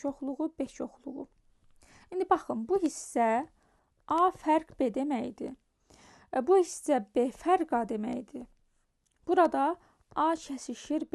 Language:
Azerbaijani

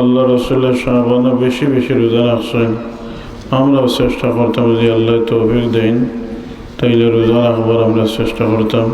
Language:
Sylheti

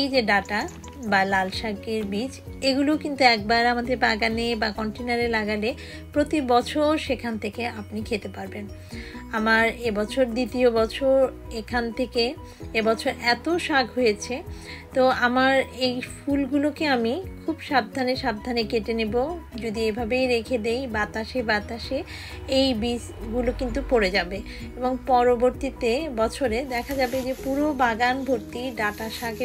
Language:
Bangla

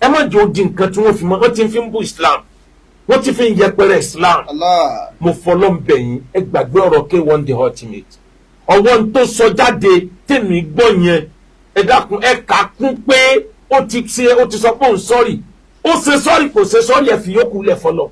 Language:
Yoruba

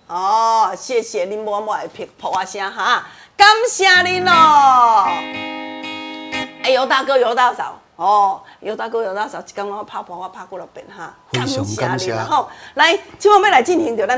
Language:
Min Nan Chinese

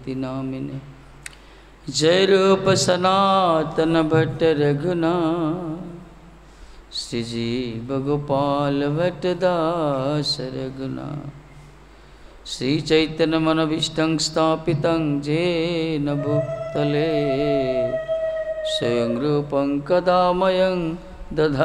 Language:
Odia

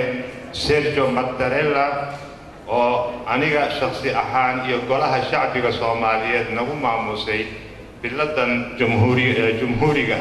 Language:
Somali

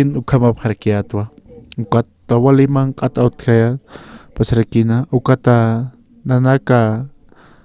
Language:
Aymara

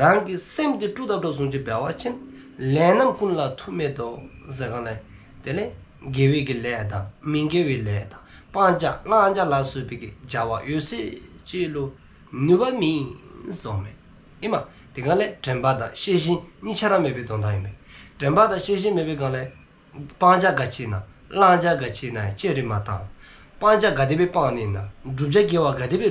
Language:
Dzongkha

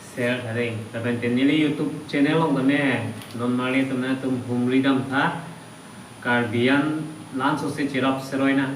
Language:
Karbi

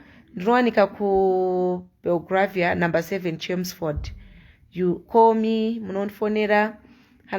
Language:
Shona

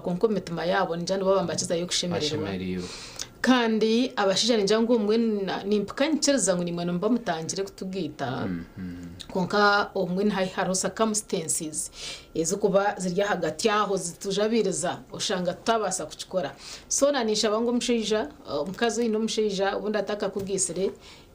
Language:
Nyankole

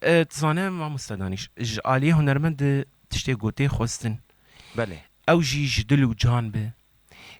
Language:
Kurdish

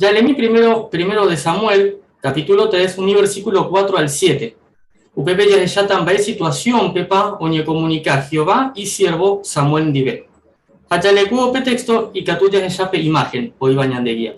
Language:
Guarani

